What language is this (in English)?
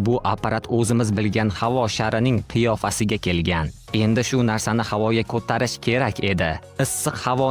Uzbek